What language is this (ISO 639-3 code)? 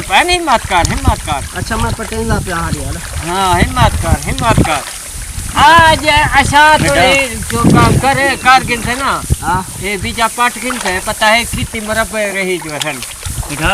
skr